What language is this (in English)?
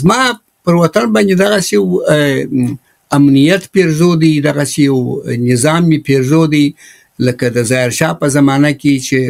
Pashto